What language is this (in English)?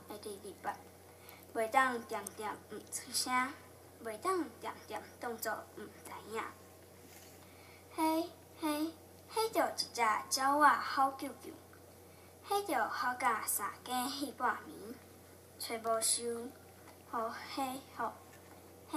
Min Nan Chinese